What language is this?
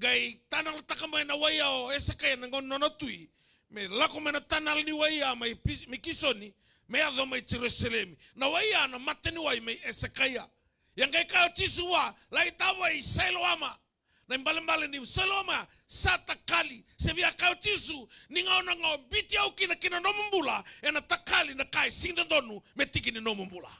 Fijian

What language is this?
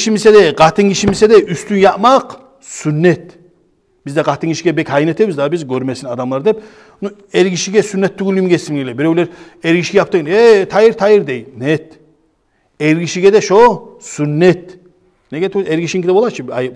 Kumyk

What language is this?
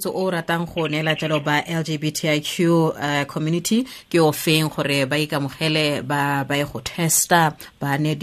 Tswana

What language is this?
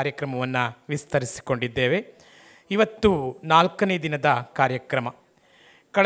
Kannada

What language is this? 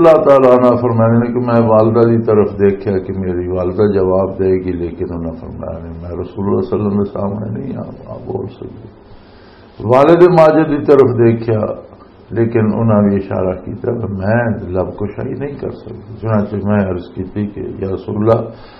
Western Panjabi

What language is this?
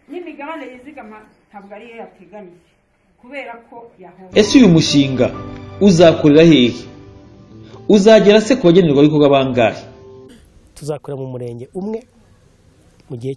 Kinyarwanda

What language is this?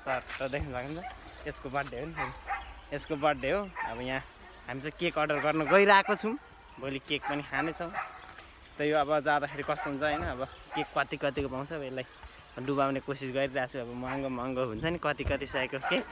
Nepali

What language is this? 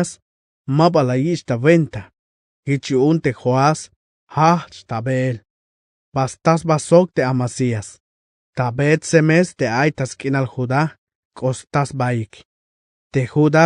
Tzeltal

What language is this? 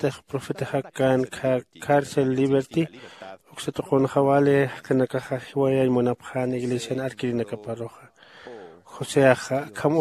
Aymara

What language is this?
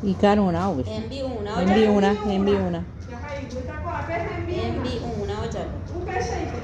Guarani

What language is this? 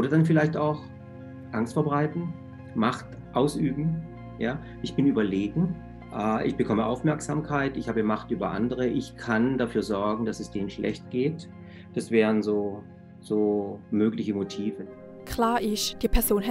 Swiss German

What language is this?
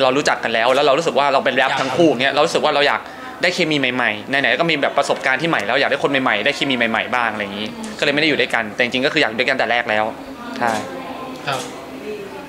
Thai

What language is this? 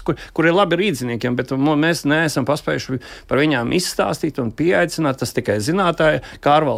Latvian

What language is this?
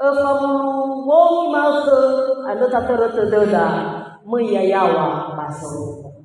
Nias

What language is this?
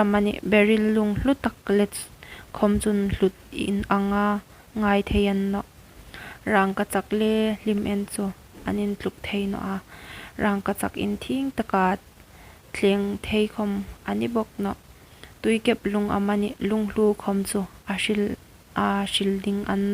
Hmar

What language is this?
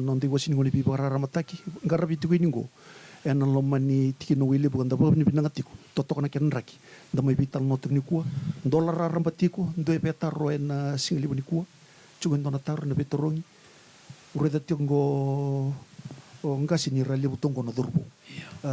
Fijian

